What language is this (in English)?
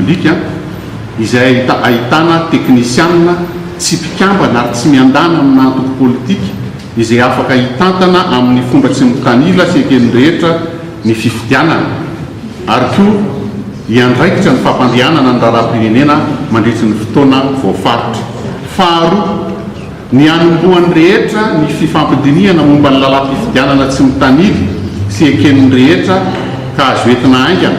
Malagasy